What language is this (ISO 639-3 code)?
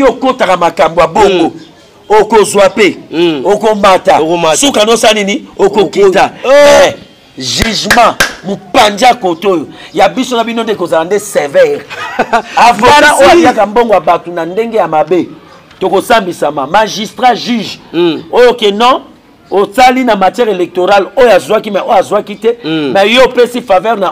lin